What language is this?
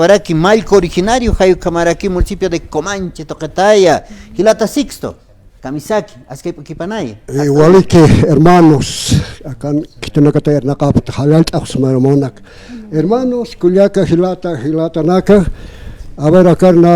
Aymara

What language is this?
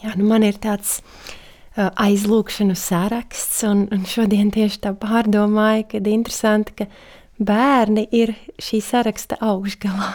Latvian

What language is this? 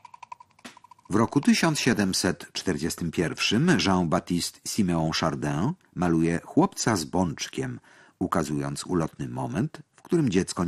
Polish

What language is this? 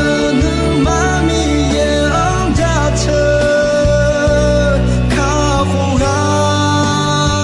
Akha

